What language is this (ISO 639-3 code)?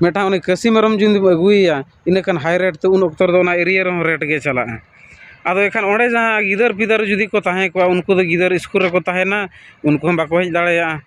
sat